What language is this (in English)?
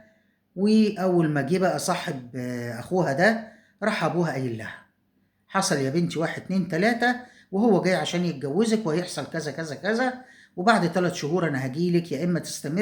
Egyptian Arabic